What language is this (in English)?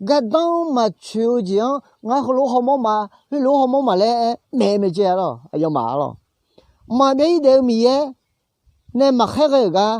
Akha